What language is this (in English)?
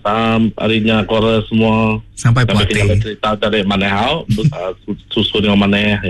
Iban